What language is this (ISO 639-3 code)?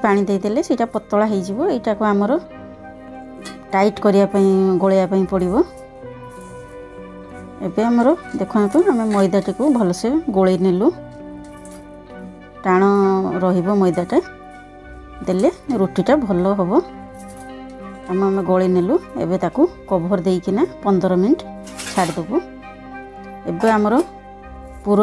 ori